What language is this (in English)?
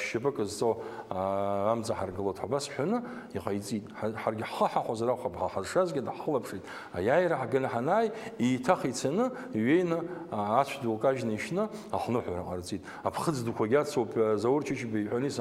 Abkhazian